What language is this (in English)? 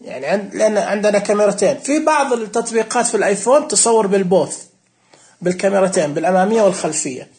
Najdi Arabic